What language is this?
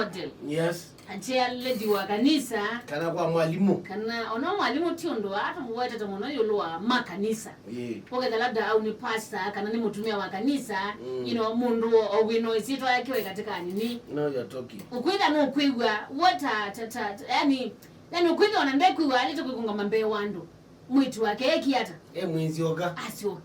Kamba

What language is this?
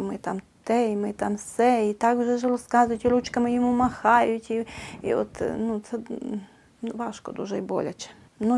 Ukrainian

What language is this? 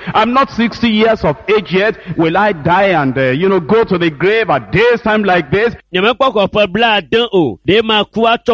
Ewe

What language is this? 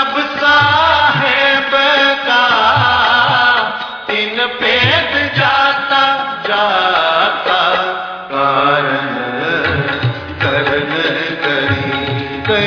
Punjabi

